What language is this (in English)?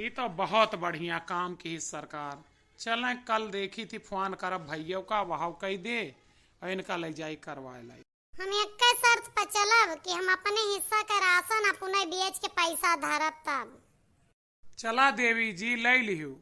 Awadhi